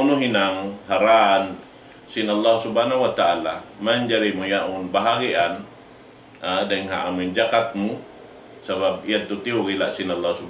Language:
Tausug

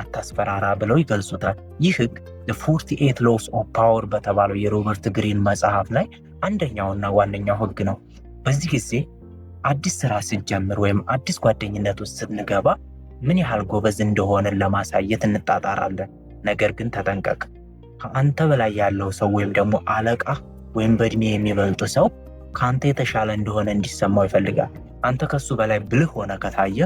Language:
Amharic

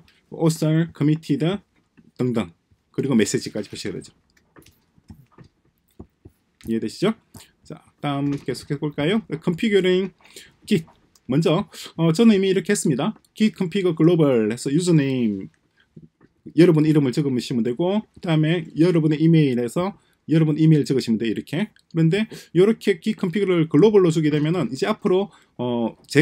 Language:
Korean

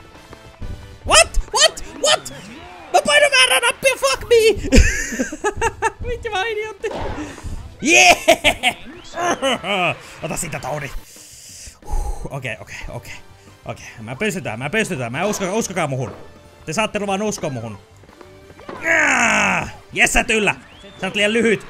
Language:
Finnish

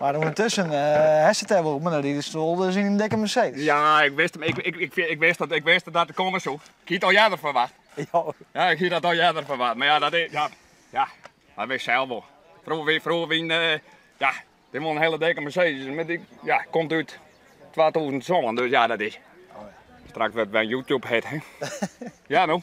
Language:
Western Frisian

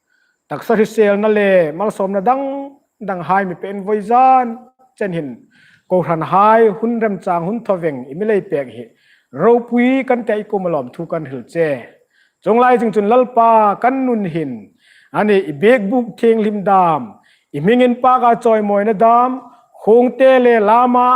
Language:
Hmar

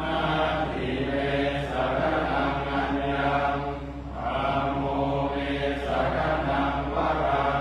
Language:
Pali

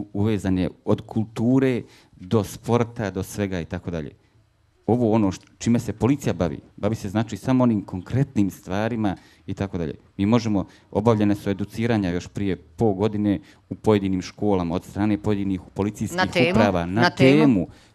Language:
Bosnian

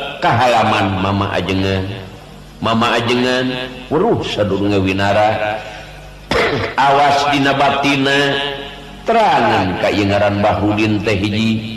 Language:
Sundanese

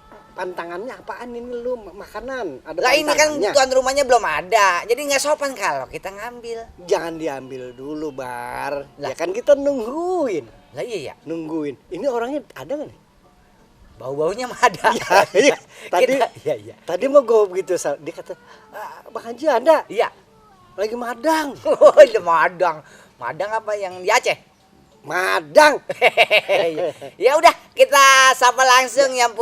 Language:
Betawi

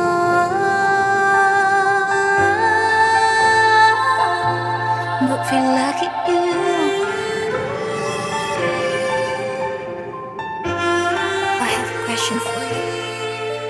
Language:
Vietnamese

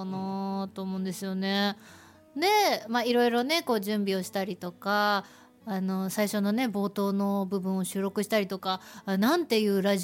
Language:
Japanese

